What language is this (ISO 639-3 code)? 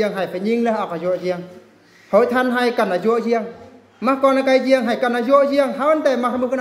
bru